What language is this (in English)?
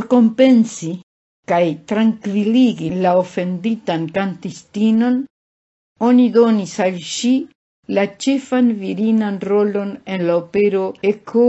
Esperanto